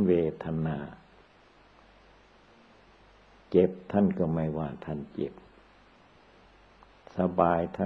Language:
Thai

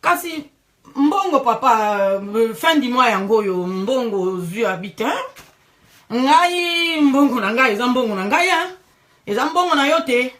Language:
Lingala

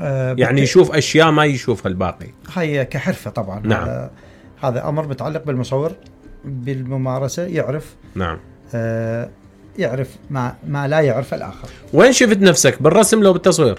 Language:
Mesopotamian Arabic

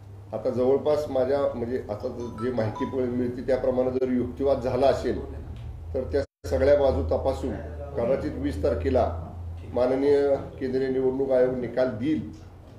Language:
Marathi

